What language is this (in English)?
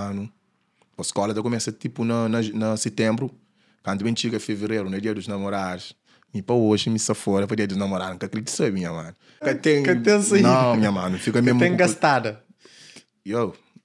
Kabuverdianu